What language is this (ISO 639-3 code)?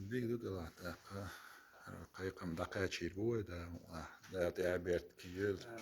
che